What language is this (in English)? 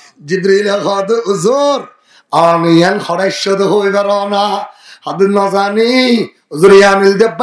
Rohingya